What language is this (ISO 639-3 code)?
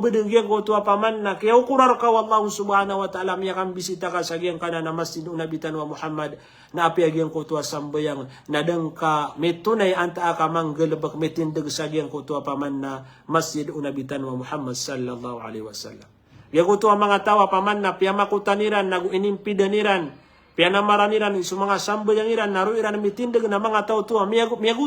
mrw